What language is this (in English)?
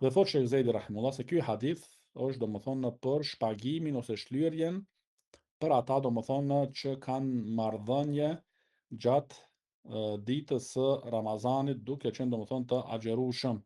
Albanian